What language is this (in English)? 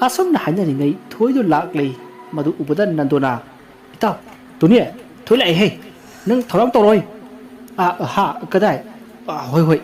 Manipuri